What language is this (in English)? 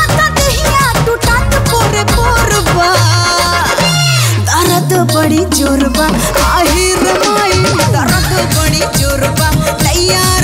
Bhojpuri